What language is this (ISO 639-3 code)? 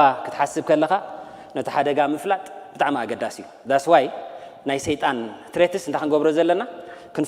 tir